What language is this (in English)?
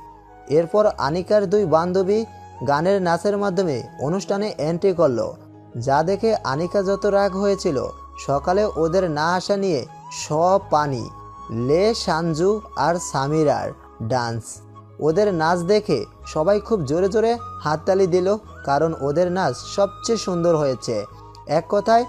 Bangla